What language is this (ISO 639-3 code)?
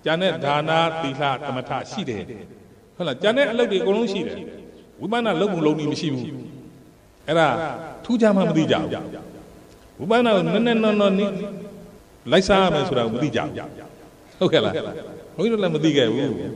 mya